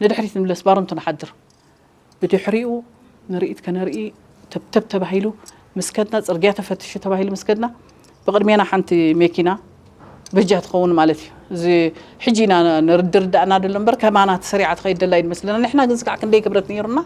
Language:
Tigrinya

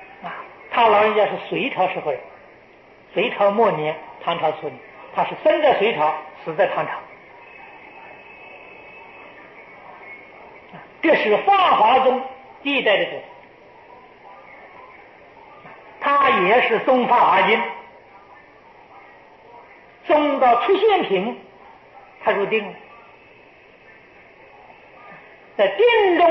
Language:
Chinese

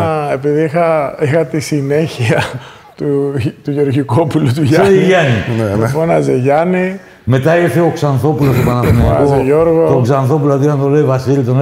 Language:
Greek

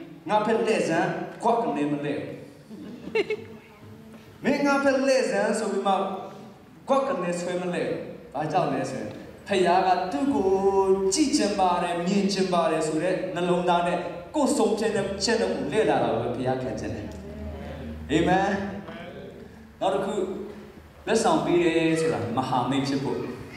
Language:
Burmese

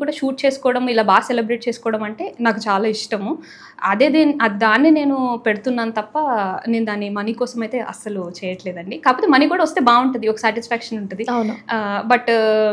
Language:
Telugu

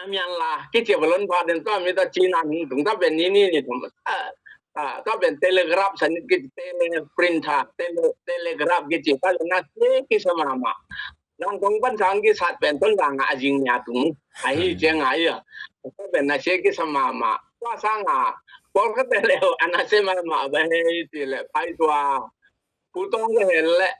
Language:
Tedim Chin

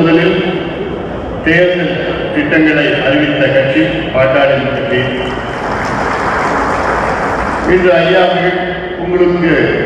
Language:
Tamil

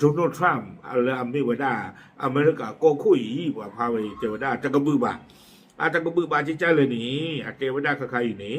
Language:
S'gaw Karen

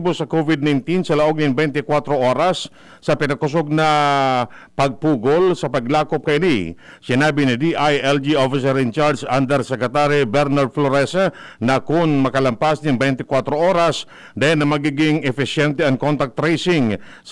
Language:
Bikol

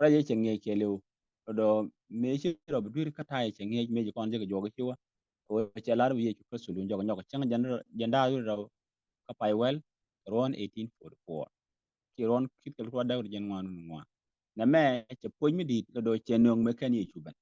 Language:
Nuer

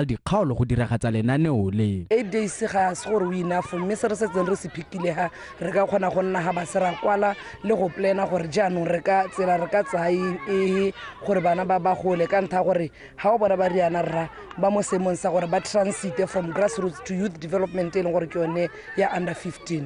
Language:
Tswana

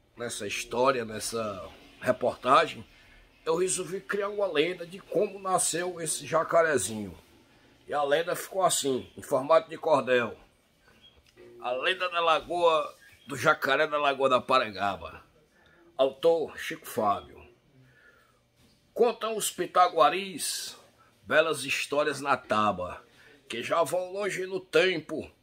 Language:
Portuguese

